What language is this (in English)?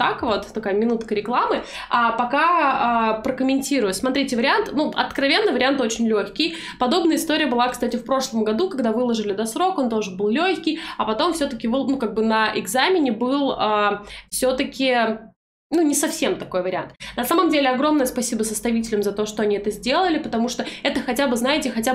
Russian